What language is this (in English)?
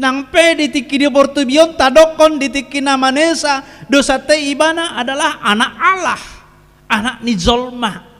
Batak Toba